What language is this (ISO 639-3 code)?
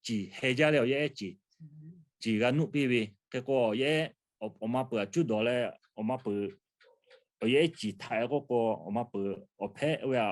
lhu